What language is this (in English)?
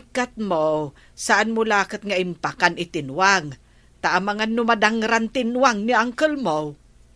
Iloko